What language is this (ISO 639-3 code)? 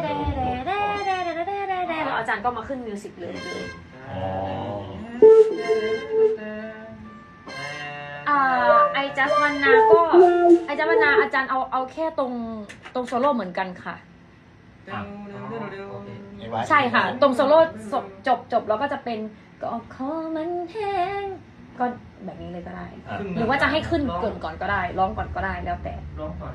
tha